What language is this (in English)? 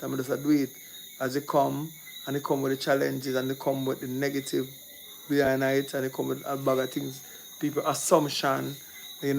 Jamaican Creole English